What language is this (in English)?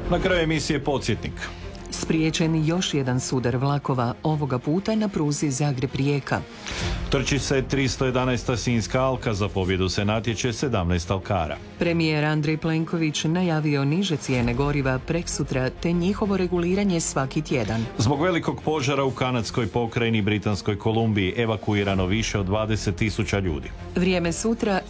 Croatian